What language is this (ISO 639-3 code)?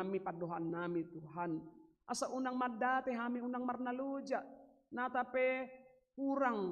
bbc